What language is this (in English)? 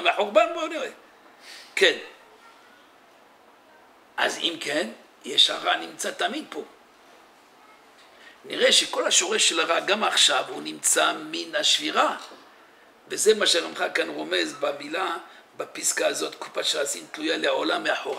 Hebrew